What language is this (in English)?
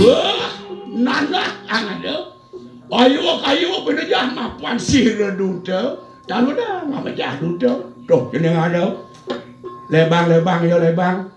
Balinese